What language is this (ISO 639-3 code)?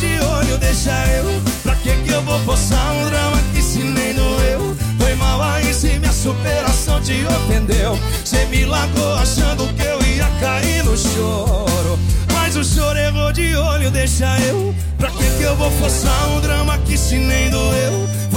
por